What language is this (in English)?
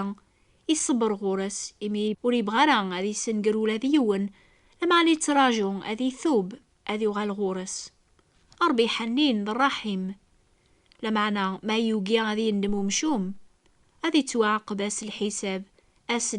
Kabyle